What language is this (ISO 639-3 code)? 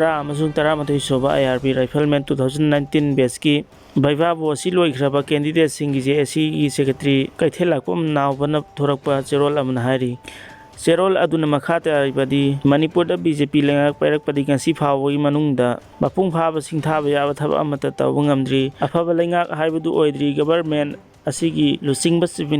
mni